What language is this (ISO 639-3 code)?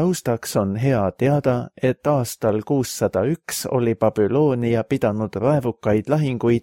est